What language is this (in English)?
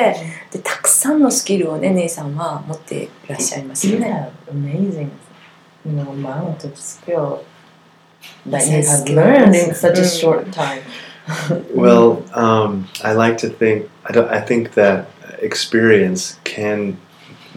Japanese